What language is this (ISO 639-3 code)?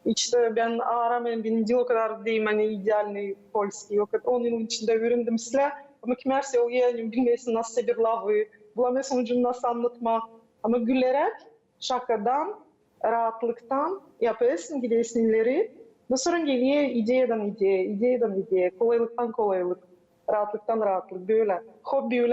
gag